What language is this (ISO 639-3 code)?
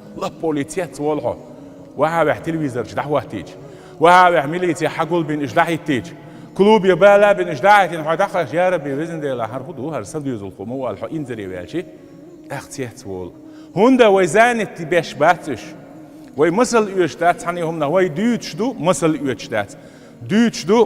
che